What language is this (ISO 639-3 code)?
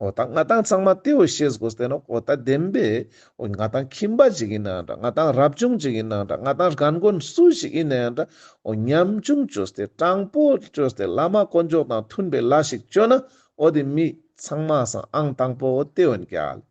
lbj